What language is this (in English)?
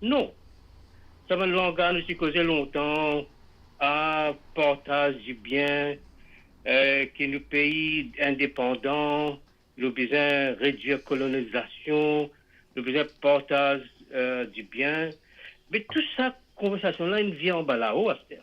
Morisyen